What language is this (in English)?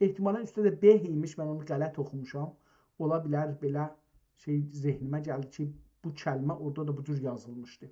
South Azerbaijani